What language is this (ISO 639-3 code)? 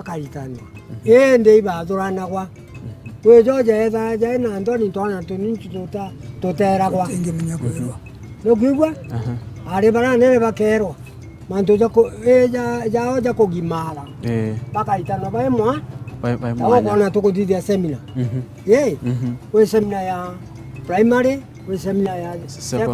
mer